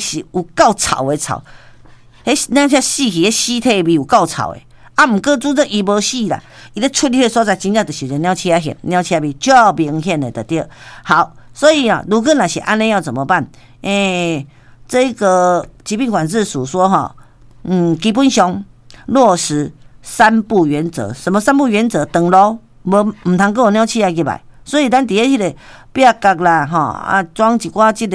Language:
Min Nan Chinese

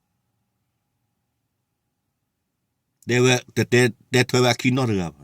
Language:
S'gaw Karen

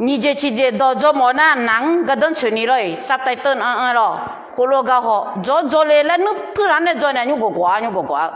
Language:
Akha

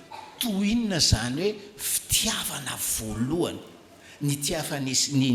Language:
Malagasy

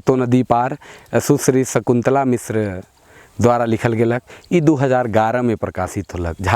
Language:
Sadri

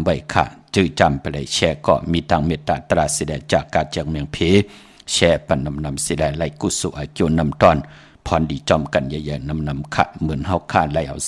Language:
Shan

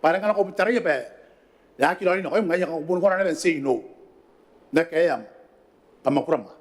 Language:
Gilbertese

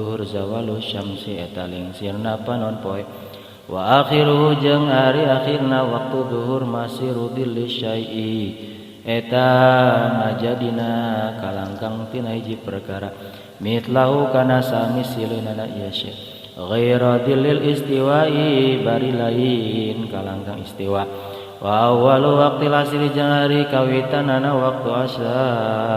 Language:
Sundanese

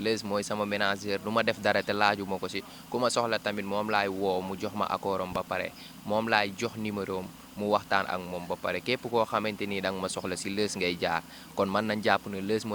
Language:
Wolof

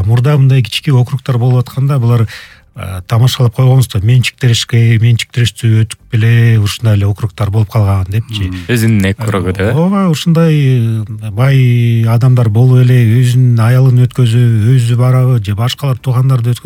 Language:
Kyrgyz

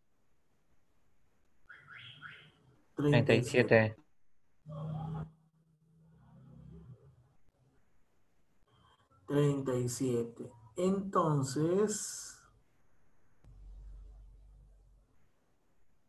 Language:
Spanish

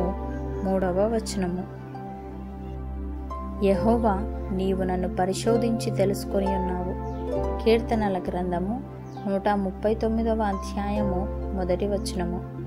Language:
Telugu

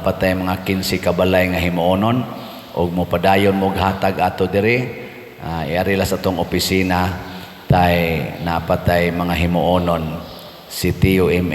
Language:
Cebuano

